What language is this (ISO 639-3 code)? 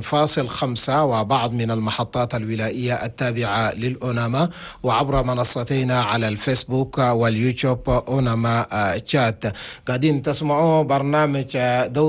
shu